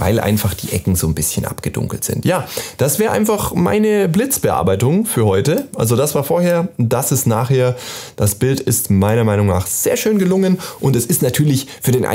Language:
German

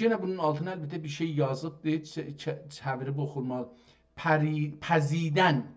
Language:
South Azerbaijani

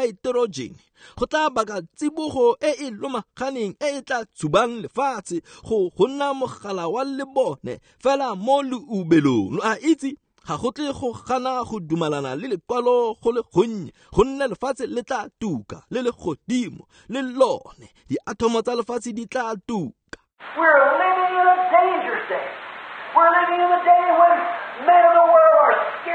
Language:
Tswana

